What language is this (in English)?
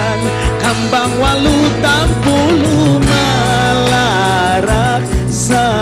Banjar